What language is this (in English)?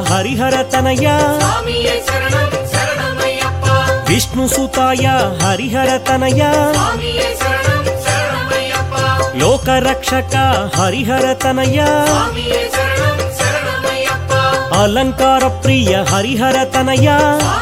Telugu